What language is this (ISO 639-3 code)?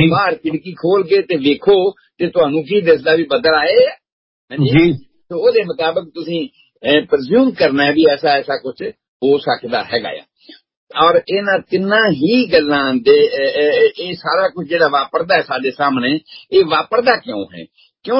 pan